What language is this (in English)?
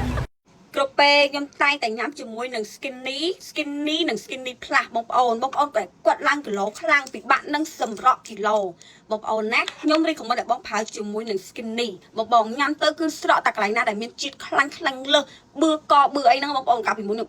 Khmer